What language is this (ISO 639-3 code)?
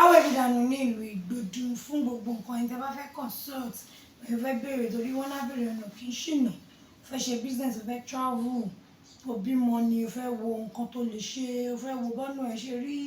yor